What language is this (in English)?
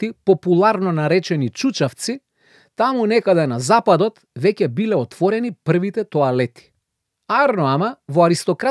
Macedonian